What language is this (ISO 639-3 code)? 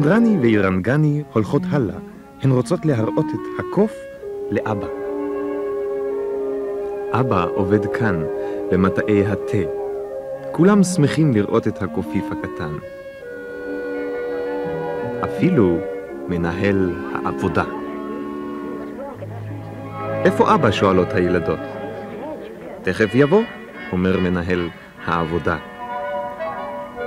heb